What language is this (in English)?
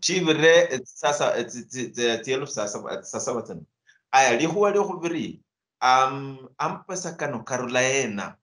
Luyia